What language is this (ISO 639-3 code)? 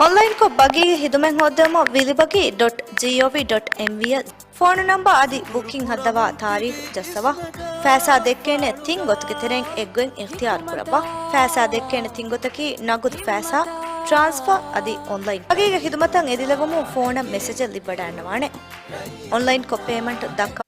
div